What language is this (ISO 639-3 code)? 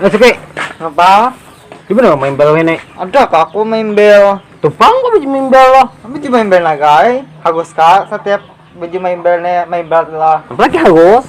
bjn